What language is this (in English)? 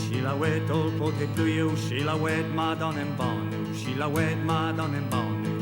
Breton